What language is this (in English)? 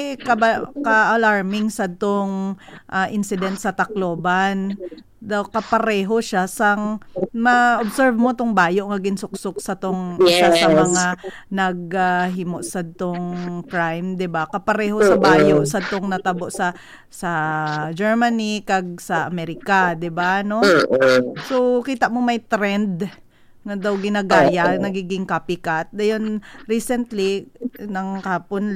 Hiligaynon